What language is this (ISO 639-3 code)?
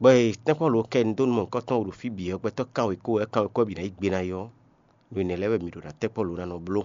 fon